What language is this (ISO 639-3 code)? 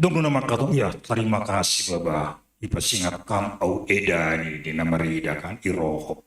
bts